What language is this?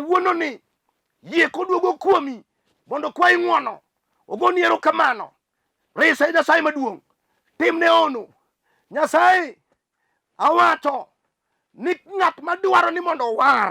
Luo (Kenya and Tanzania)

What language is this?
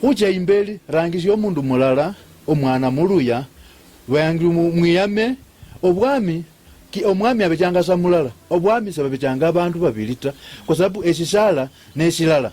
Luyia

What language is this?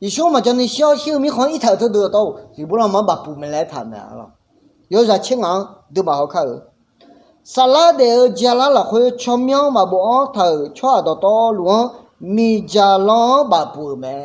Akha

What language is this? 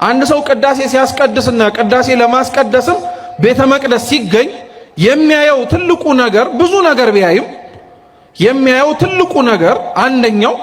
Amharic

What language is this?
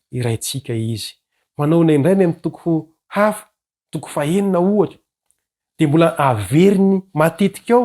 Malagasy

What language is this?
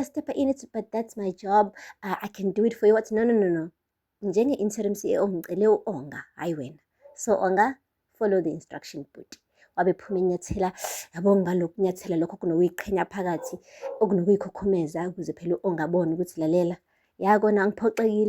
Zulu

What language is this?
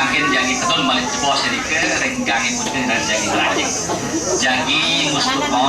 Balinese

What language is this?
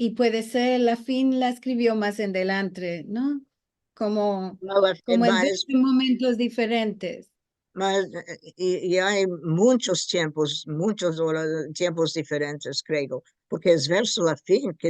Ladino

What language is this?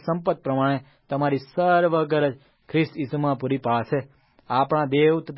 Gujarati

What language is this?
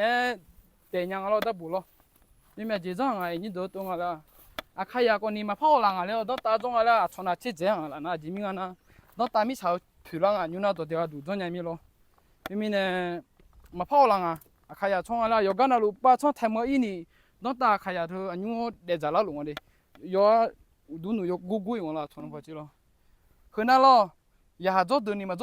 Akha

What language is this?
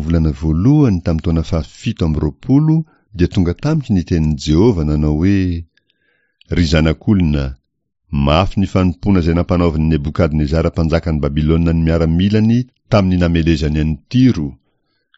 Malagasy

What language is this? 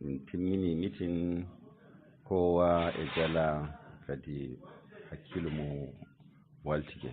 Fula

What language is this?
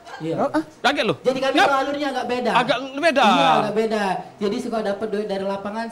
Musi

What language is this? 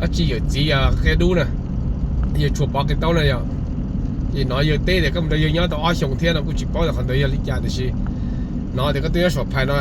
Hmong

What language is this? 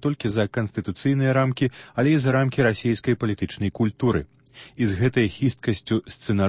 Belarusian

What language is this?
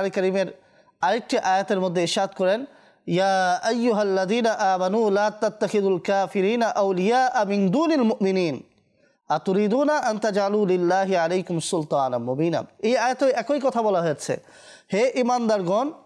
Bangla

